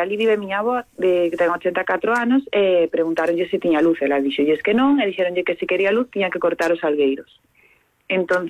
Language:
Galician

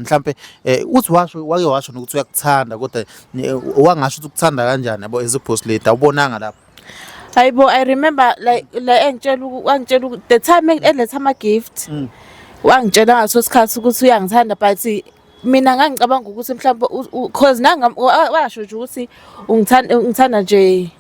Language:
Zulu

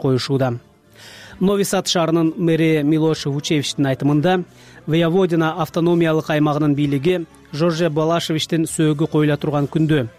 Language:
Kyrgyz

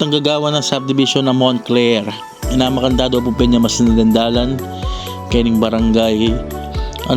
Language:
Pampanga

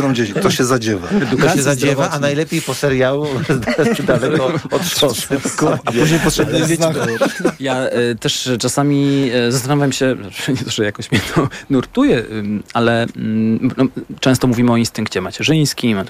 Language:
Polish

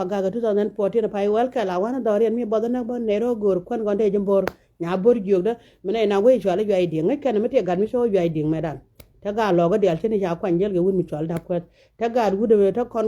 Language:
Nuer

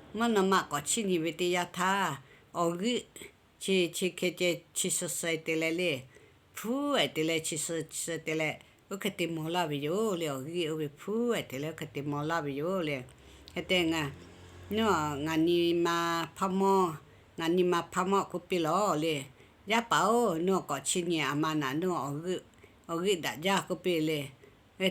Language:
Lahu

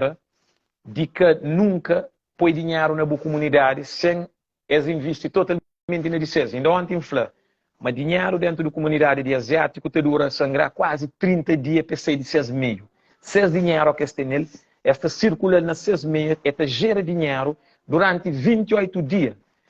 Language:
Kabuverdianu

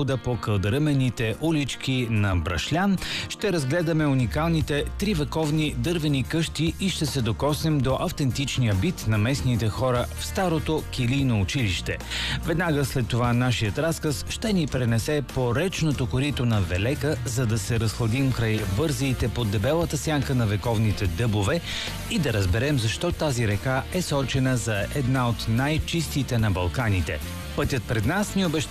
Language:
Bulgarian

